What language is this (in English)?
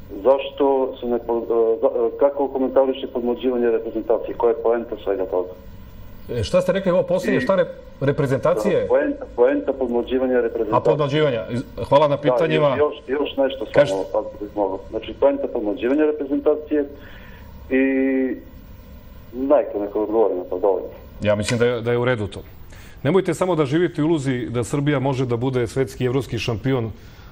Serbian